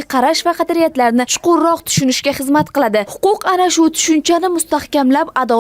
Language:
Uzbek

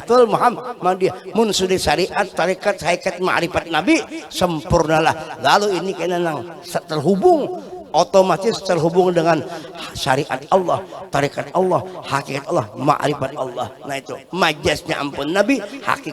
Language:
Banjar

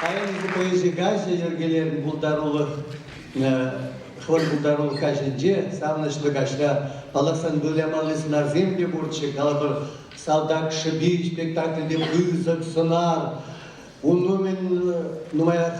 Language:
Chuvash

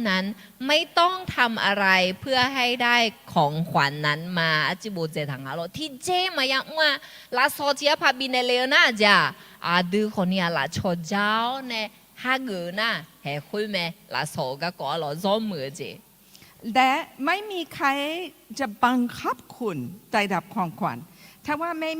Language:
Akha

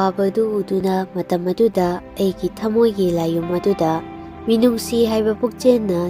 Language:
Manipuri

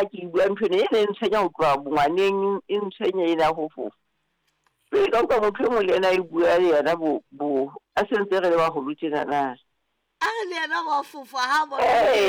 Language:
Southern Sotho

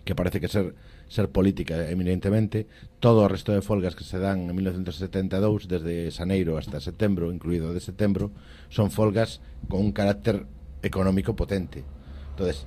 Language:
Galician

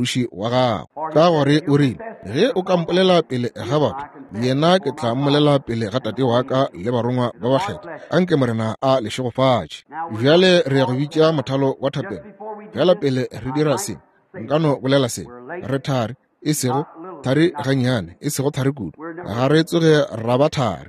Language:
Northern Sotho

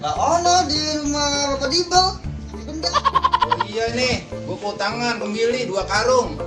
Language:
Betawi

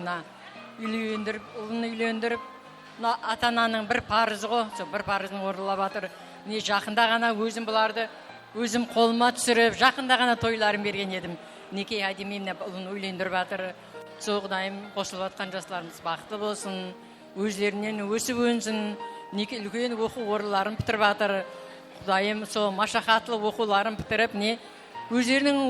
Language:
Kara-Kalpak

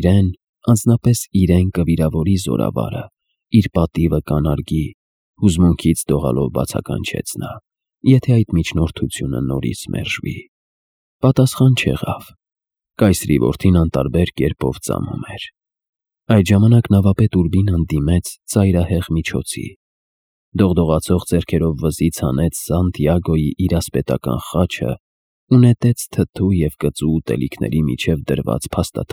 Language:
Armenian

